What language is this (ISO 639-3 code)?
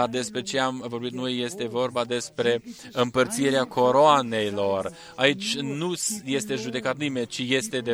ron